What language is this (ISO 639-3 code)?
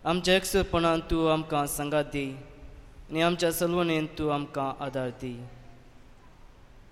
kok